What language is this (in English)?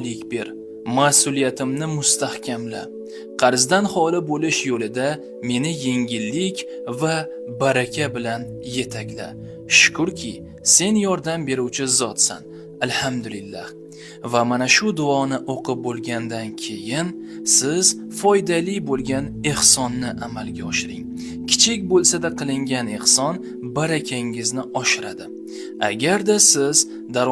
Uzbek